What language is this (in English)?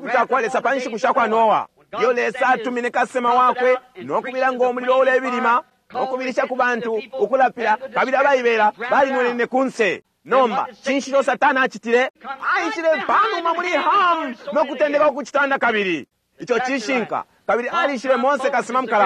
Bemba